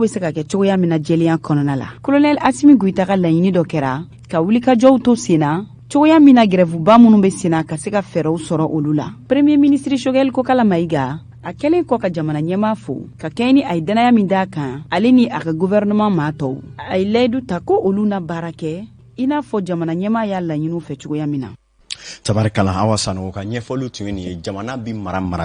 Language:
Bambara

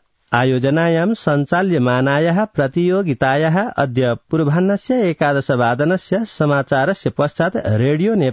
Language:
Sanskrit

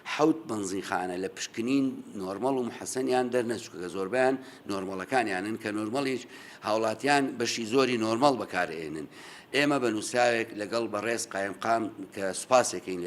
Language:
Central Kurdish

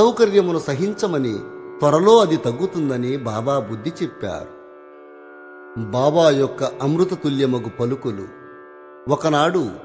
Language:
Telugu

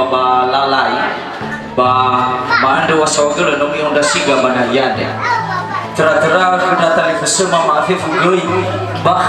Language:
Nias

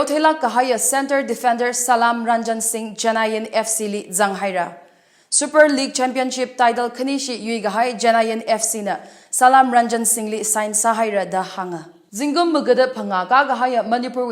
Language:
Tangkhul Naga (India)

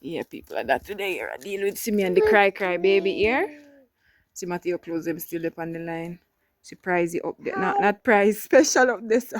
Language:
Jamaican Creole English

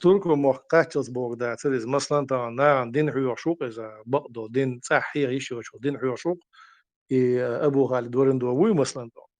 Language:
Chechen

